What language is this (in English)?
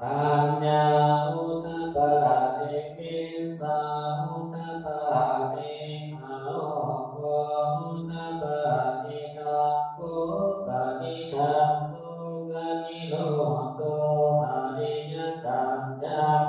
Pali